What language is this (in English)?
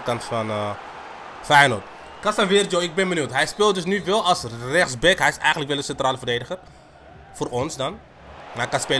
Dutch